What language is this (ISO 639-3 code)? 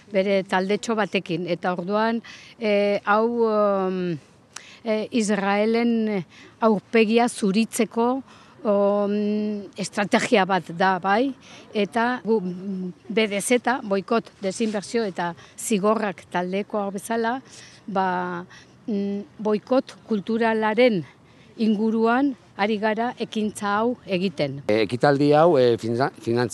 eus